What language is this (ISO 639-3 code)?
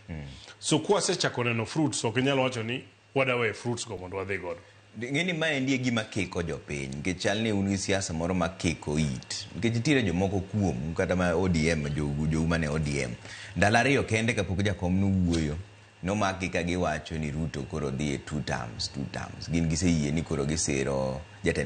luo